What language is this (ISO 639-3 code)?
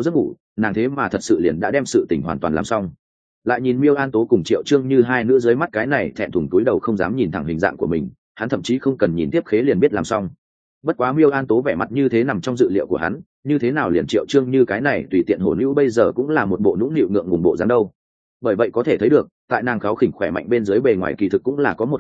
vie